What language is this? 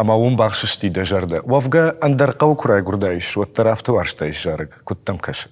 Ossetic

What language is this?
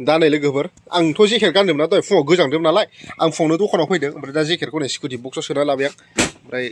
Bodo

